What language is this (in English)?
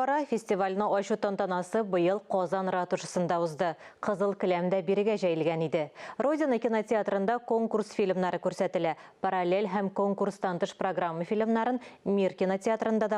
Tatar